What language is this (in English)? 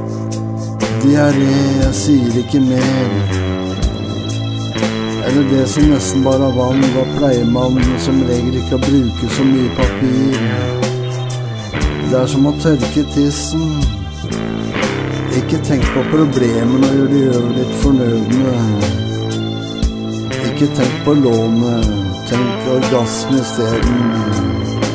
Norwegian